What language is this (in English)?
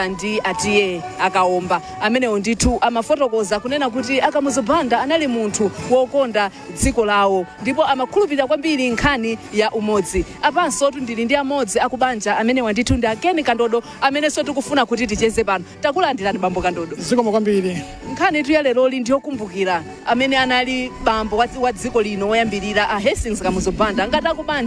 Nyanja